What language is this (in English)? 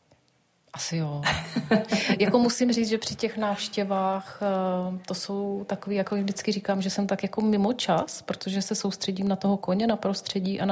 Czech